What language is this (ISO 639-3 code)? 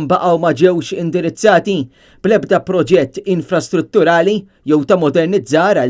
mlt